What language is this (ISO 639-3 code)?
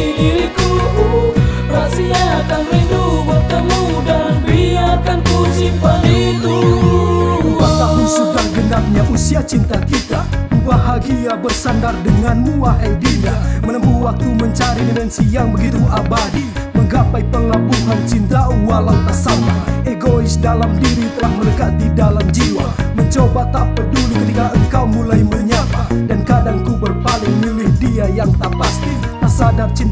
ind